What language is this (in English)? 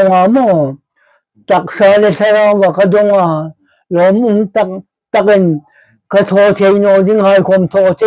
Hmar